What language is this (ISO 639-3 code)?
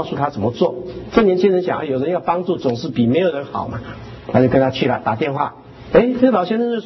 zho